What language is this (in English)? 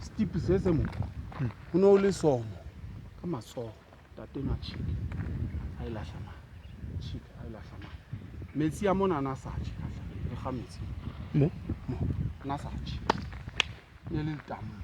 Southern Sotho